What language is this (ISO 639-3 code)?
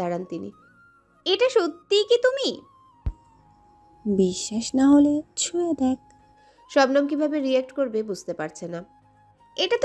ben